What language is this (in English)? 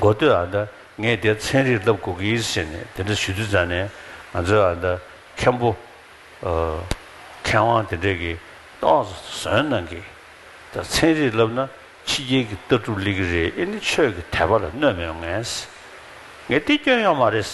Tibetan